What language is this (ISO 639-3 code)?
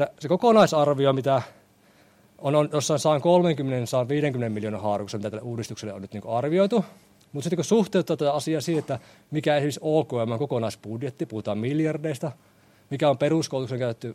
fin